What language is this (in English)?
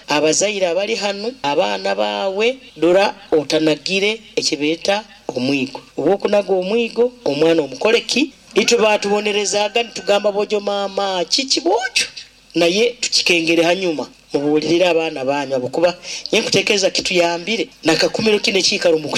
Nyoro